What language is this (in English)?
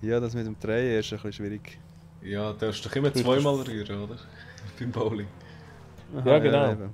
Swiss German